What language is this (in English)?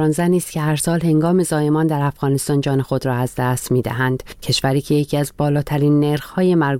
Persian